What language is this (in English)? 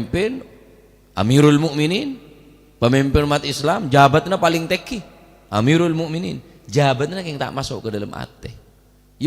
Madurese